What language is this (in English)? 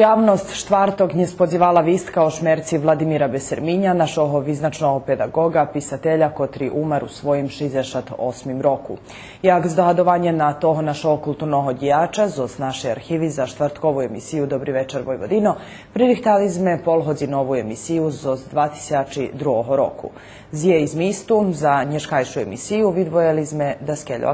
Rusyn